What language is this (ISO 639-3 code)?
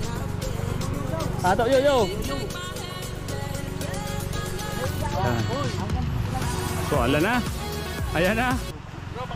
fil